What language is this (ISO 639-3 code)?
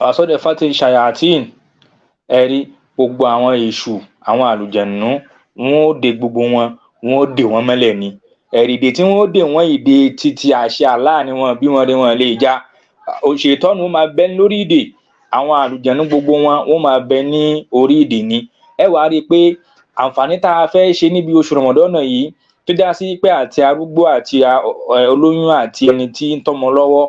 yor